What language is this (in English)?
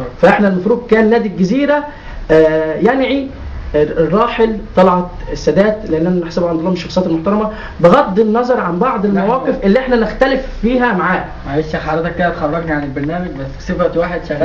Egyptian Arabic